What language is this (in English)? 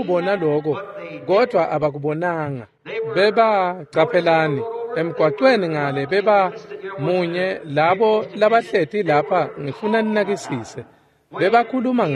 Swati